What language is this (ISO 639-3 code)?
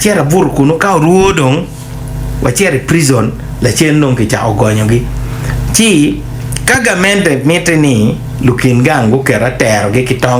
ach